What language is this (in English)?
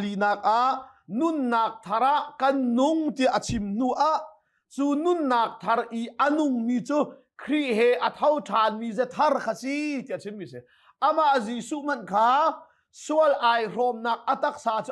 Hakha Chin